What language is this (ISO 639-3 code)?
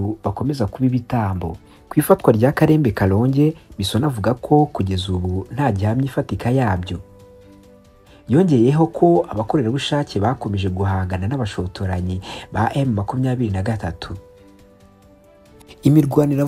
kin